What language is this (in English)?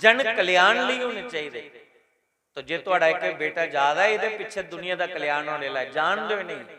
Dogri